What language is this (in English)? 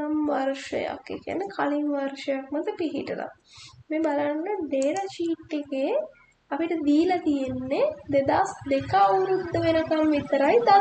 Sinhala